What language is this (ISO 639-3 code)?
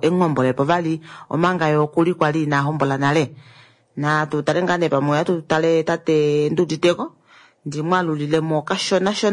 kua